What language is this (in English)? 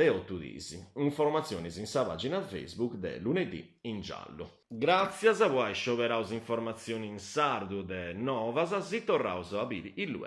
Sardinian